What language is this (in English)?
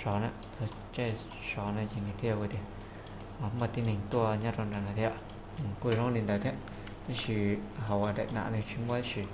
Hmong